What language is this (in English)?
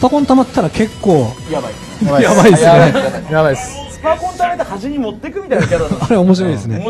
Japanese